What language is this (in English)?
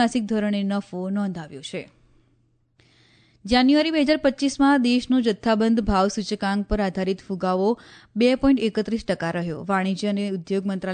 Gujarati